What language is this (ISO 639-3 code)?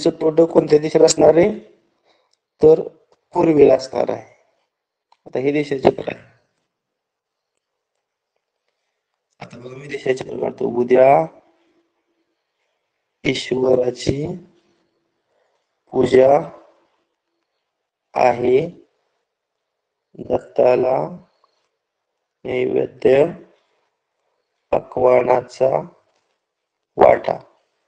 mar